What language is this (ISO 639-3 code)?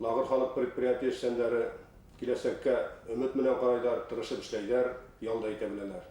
bak